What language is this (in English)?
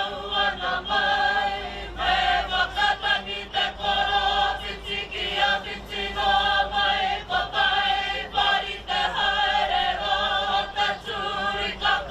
Māori